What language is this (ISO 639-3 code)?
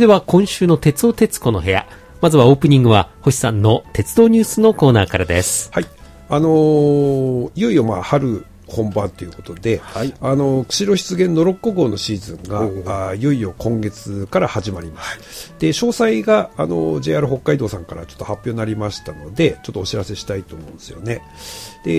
jpn